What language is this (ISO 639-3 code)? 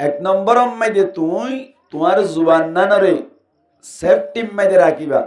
rhg